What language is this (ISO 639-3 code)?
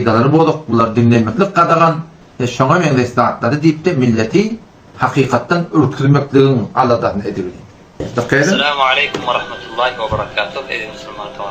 tuk